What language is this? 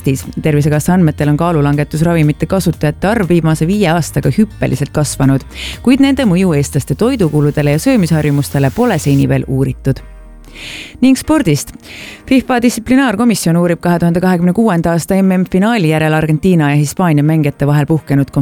Estonian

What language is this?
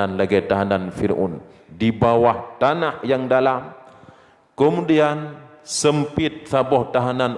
Achinese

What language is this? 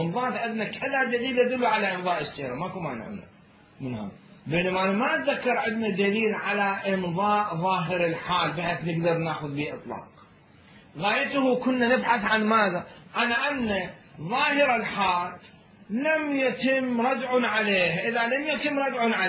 Mesopotamian Arabic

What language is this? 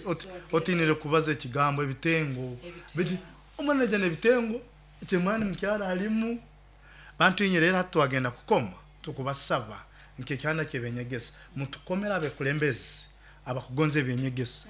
Nyoro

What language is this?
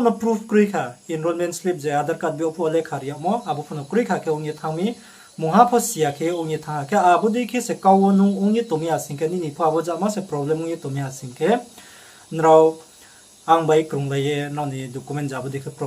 Riang (India)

